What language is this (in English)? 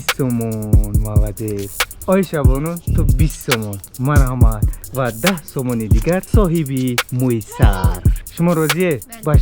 Tajik